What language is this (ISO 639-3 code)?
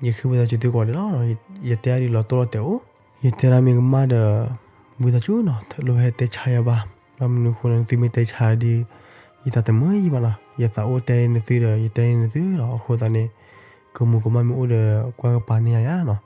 ksw